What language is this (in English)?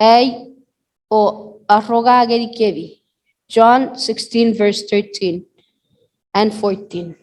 Chuukese